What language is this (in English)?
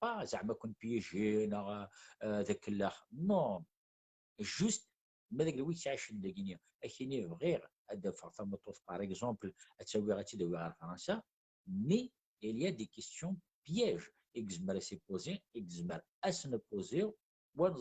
Kabyle